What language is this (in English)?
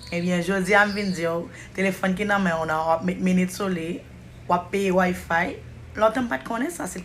Haitian Creole